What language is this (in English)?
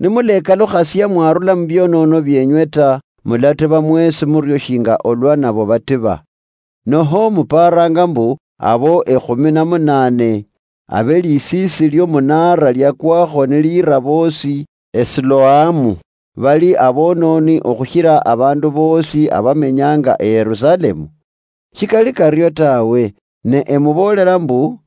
Luyia